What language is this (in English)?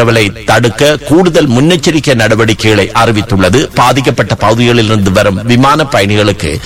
Tamil